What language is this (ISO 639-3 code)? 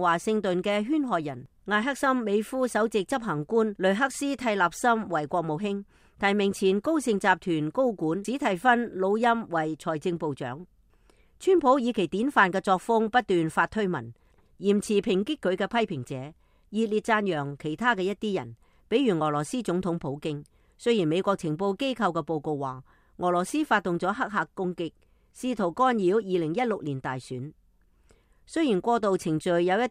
yue